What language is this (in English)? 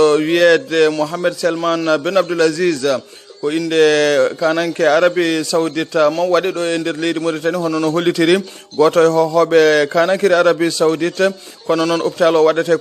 Fula